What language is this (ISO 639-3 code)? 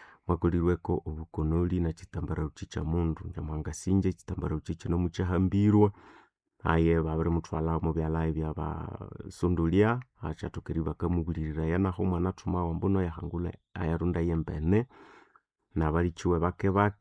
nnb